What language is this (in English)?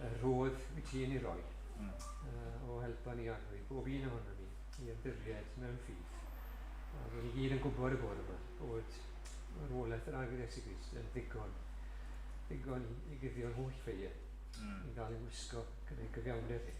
Welsh